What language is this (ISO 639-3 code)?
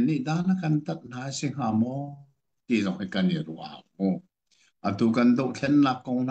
cnh